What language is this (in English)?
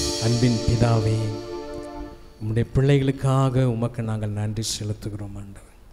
Tamil